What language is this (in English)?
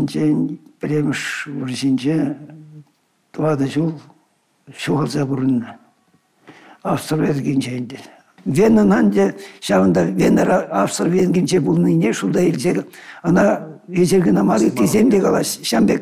Chuvash